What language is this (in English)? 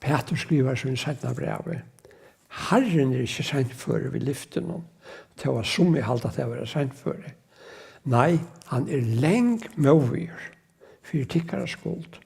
Faroese